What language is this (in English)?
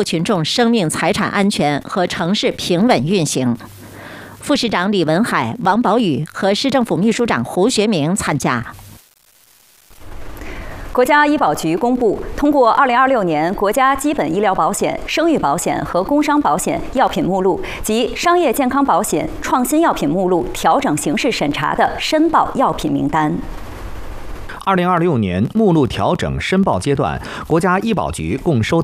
Chinese